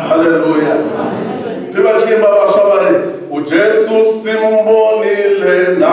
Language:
Venda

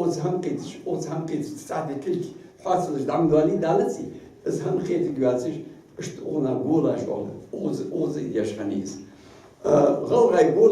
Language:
Ingush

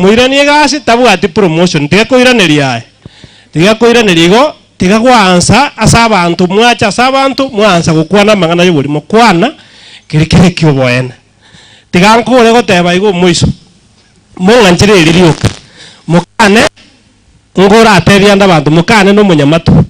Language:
Gusii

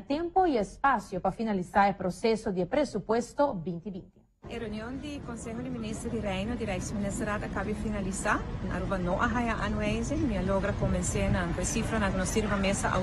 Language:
Papiamento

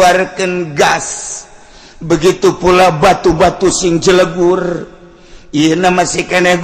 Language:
Sundanese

